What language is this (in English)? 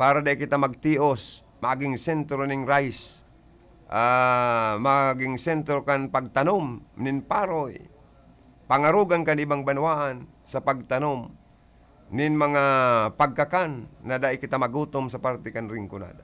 Bikol